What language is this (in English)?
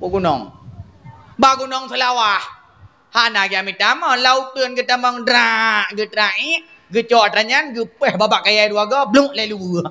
Achinese